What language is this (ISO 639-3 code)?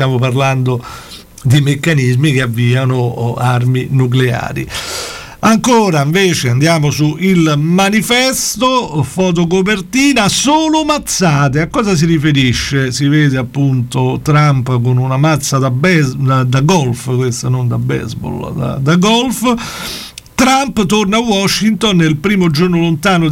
ita